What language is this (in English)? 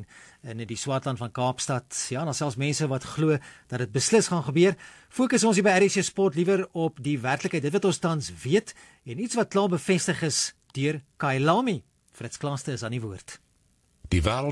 Afrikaans